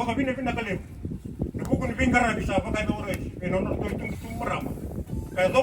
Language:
Fijian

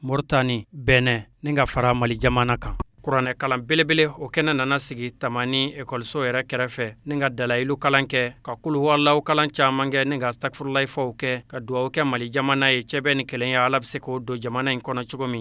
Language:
Bambara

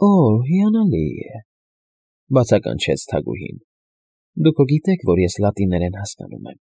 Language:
Armenian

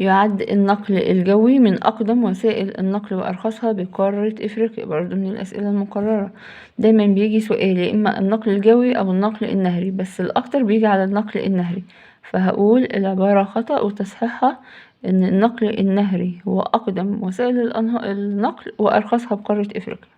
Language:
Egyptian Arabic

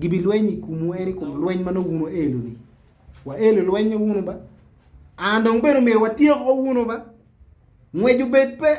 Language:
Acoli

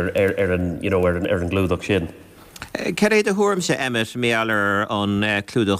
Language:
Irish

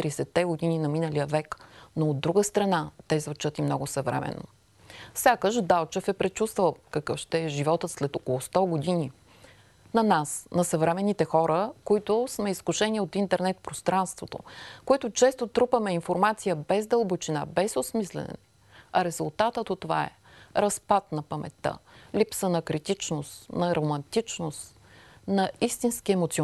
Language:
Bulgarian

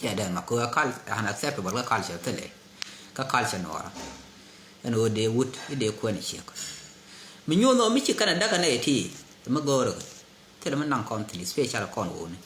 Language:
Nuer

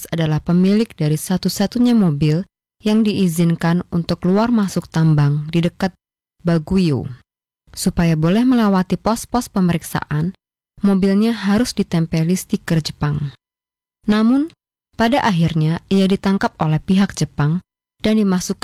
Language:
Indonesian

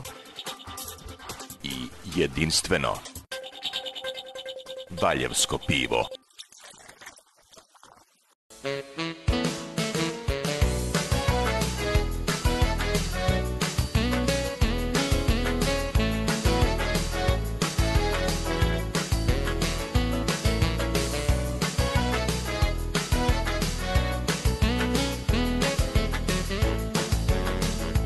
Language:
Serbian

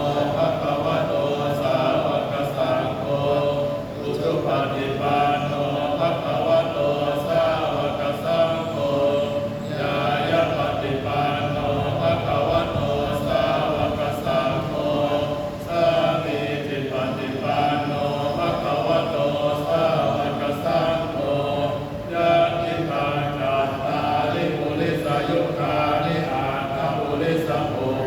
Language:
Pali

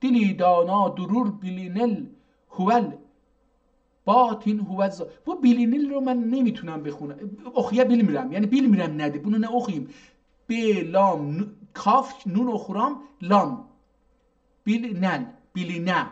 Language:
South Azerbaijani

